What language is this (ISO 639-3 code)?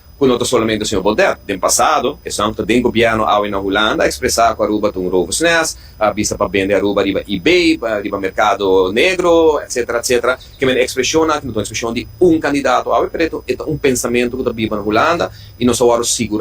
pap